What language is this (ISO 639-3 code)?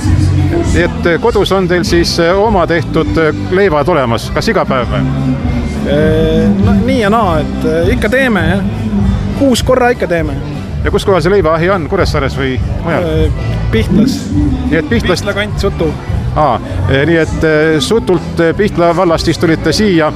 est